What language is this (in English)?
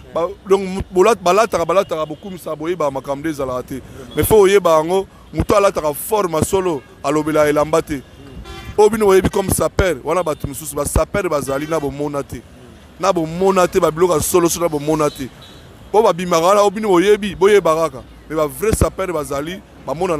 Lingala